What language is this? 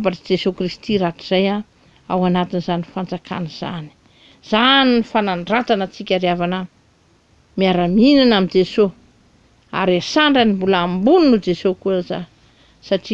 Malagasy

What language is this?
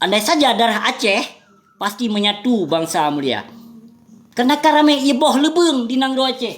Achinese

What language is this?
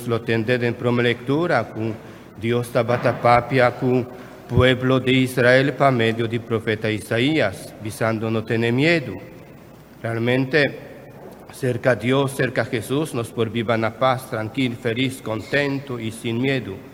Papiamento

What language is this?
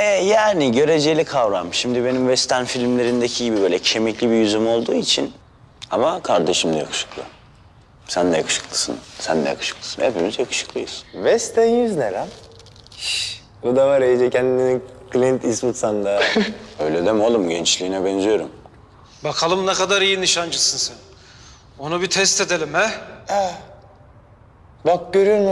Turkish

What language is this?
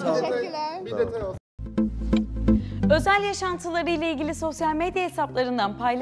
Turkish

